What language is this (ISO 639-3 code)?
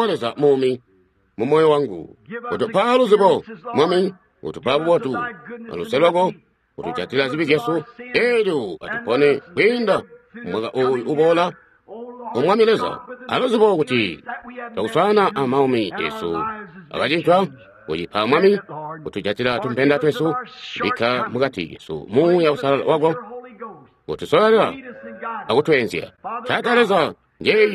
toi